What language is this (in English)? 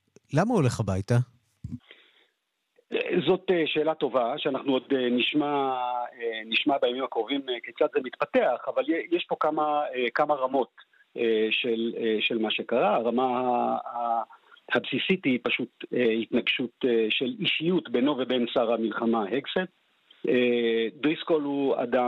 Hebrew